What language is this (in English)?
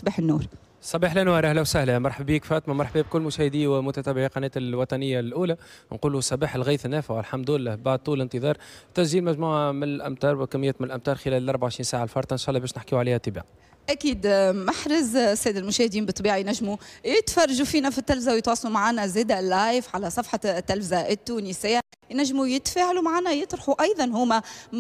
Tunisian Arabic